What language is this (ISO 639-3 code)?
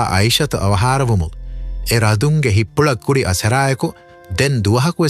div